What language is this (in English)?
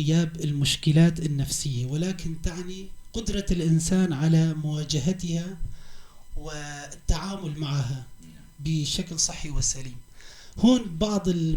North Levantine Arabic